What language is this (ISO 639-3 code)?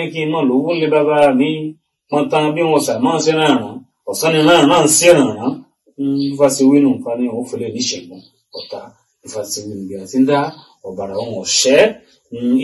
yor